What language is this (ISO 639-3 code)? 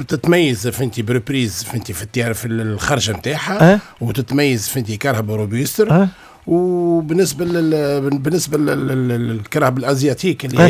aeb